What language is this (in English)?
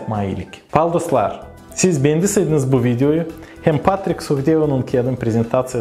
Gagauz